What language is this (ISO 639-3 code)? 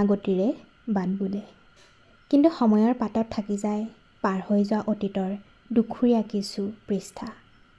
asm